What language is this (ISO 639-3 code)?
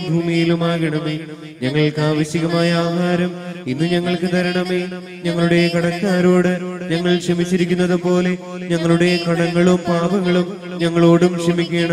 mal